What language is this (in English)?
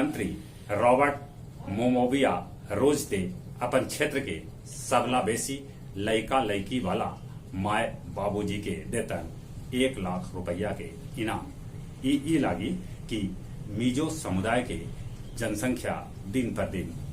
Magahi